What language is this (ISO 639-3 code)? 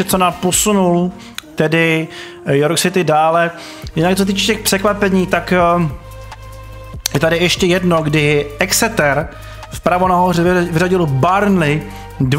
ces